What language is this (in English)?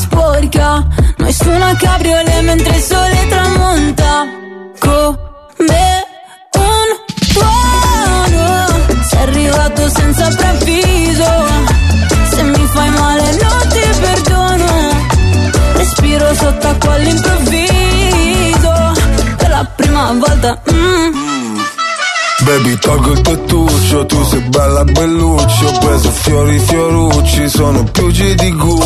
Italian